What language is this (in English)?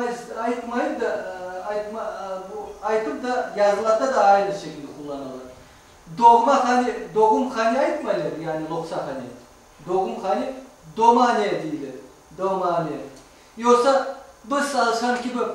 Crimean Tatar